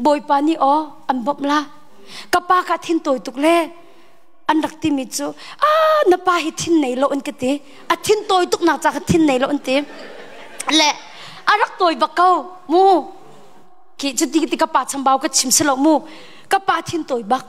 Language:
Hakha Chin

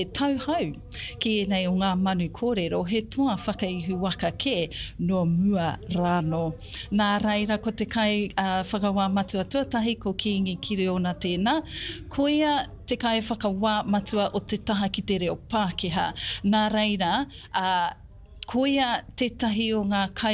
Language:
Māori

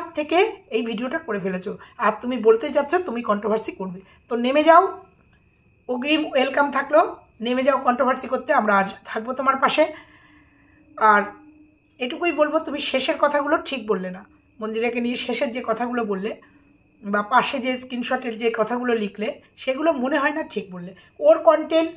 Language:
Bangla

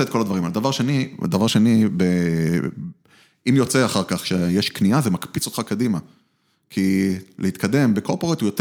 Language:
Hebrew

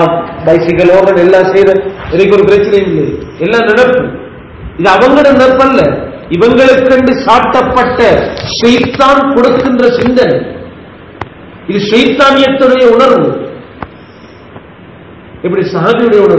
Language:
Tamil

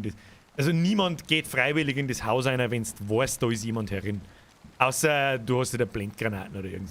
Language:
Bavarian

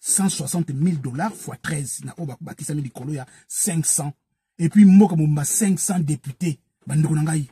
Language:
Lingala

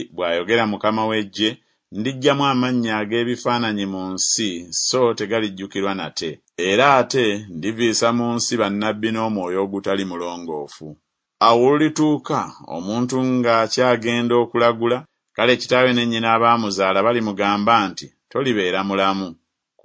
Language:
Ganda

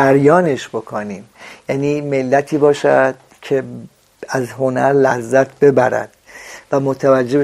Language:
Persian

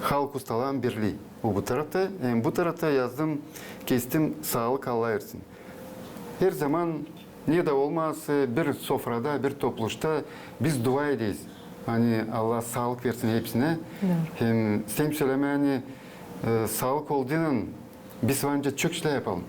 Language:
Gagauz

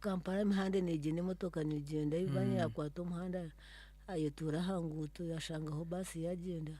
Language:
Nyankole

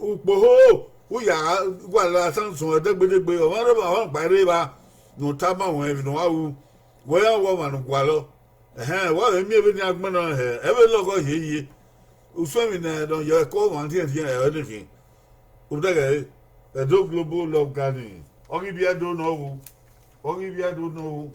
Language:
Bini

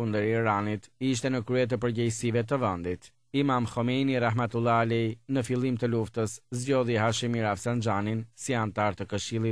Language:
Albanian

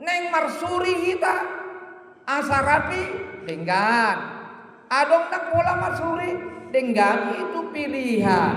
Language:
Batak Toba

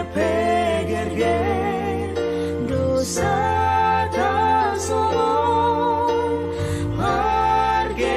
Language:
Batak Simalungun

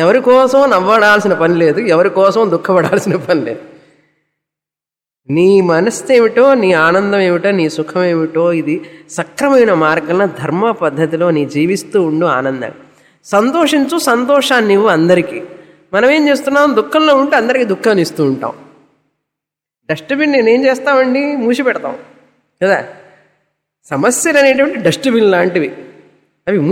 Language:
Telugu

